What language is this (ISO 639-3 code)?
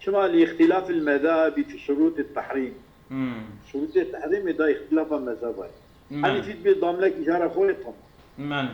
kur